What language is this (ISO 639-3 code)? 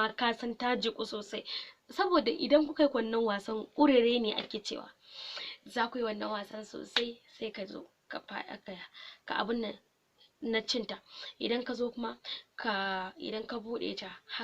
hau